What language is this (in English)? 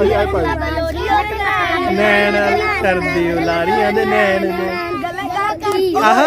Pahari-Potwari